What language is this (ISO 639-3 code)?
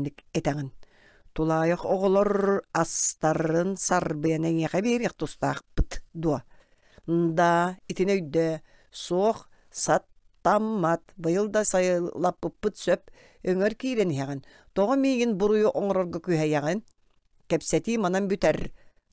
sah